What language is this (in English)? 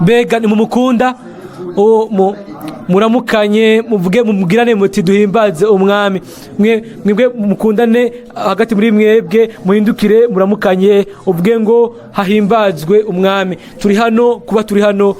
Rundi